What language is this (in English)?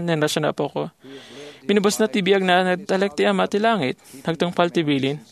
Iloko